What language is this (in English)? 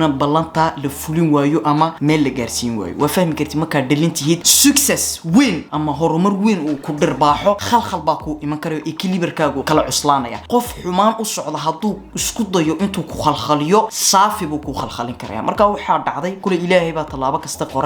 Somali